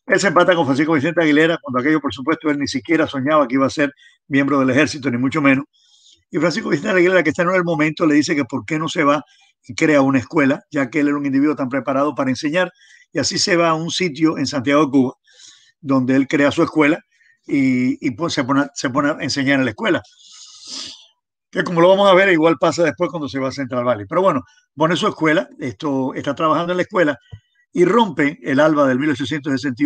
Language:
Spanish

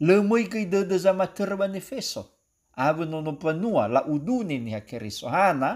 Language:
Nias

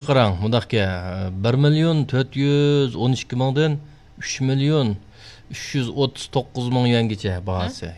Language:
Uyghur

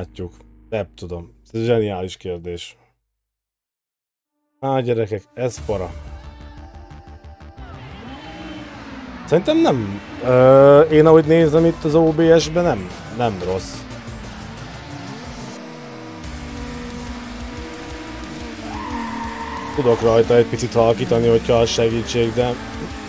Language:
Hungarian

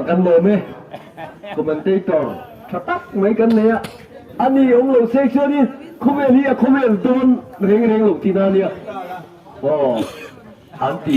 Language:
Mizo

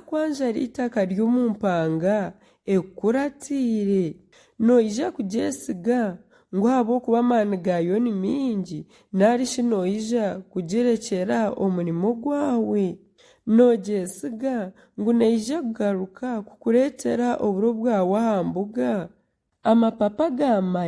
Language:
Nyankole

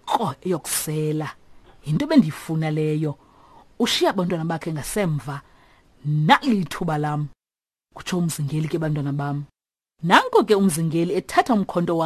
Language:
Xhosa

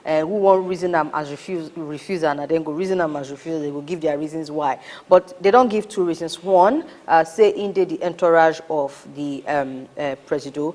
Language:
Nigerian Pidgin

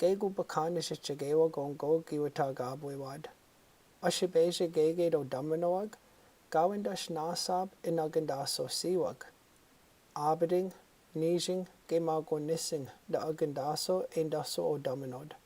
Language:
Chippewa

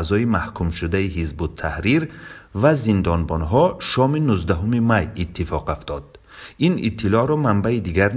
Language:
Tajik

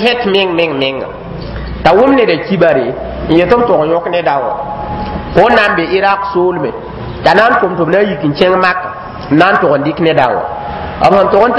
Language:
Mossi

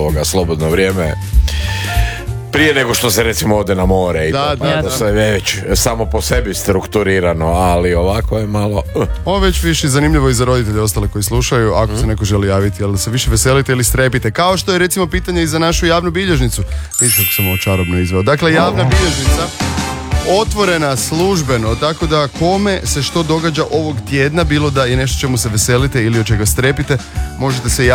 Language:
Croatian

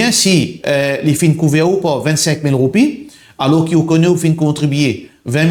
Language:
Morisyen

